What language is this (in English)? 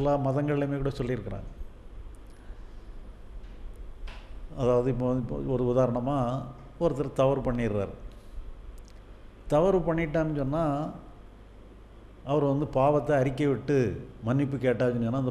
Tamil